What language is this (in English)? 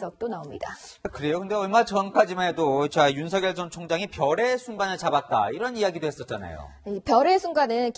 Korean